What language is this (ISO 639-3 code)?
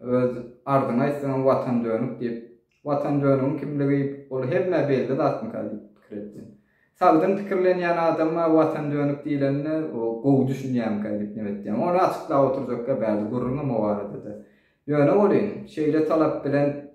tuk